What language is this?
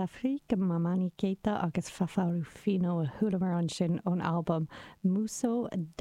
Irish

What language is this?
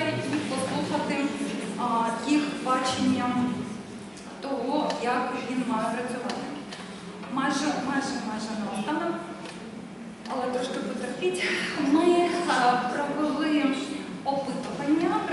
Ukrainian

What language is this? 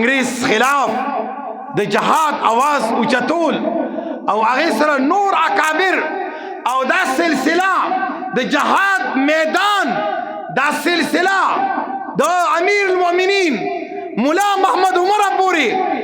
Pashto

